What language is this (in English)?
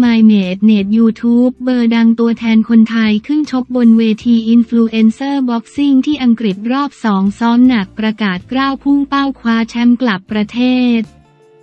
Thai